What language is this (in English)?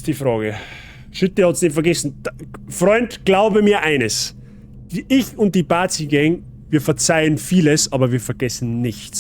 Bavarian